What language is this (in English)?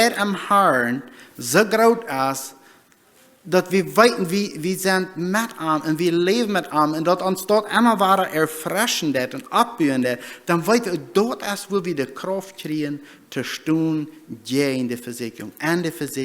Plautdietsch